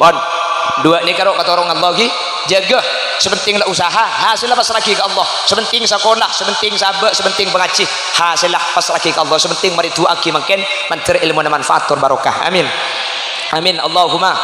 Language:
Madurese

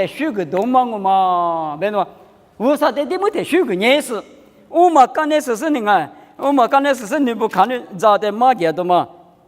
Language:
Lisu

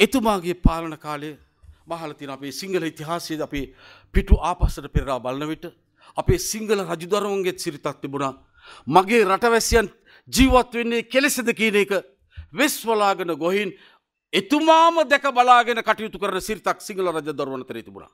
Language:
Sinhala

